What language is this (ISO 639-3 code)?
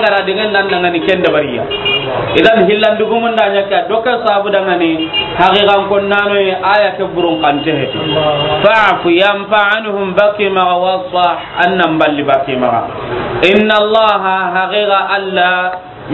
snk